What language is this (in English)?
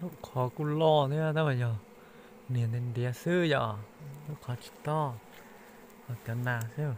Hmong